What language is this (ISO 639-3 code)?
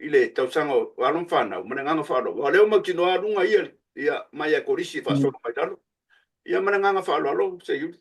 smo